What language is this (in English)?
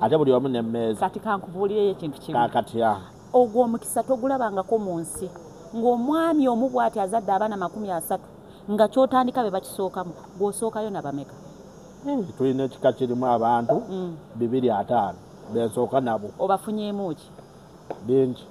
Ganda